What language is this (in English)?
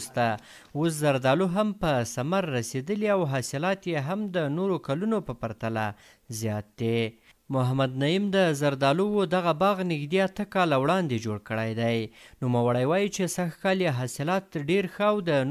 Pashto